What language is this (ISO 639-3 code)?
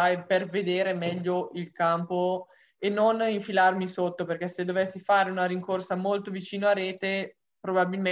ita